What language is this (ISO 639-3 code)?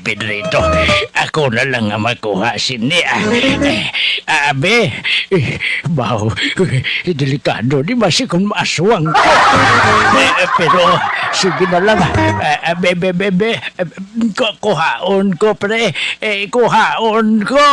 hil